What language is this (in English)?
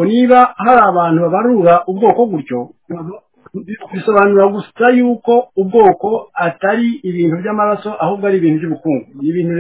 Kinyarwanda